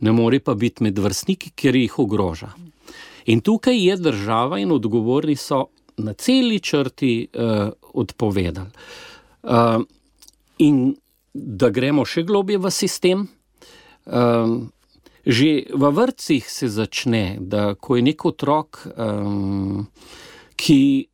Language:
Slovenian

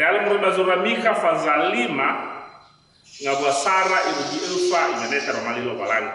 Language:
Nias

